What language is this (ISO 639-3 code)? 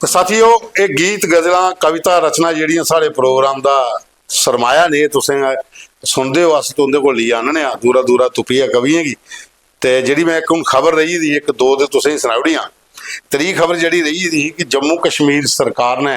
doi